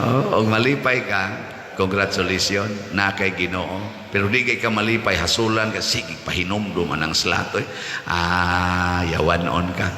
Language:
Cebuano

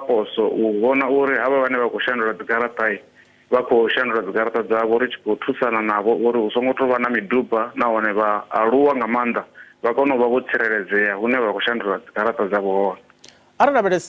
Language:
Venda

